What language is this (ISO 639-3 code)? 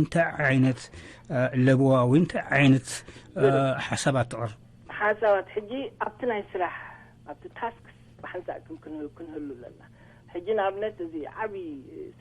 tir